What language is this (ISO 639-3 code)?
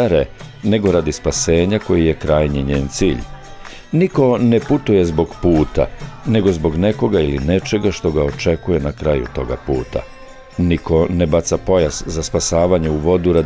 srp